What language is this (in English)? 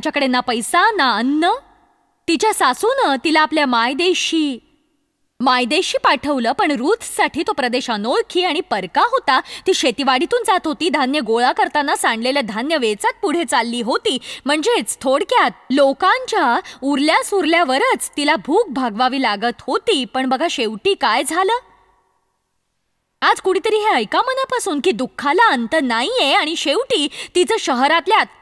Marathi